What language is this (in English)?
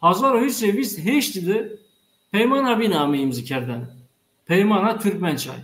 Zaza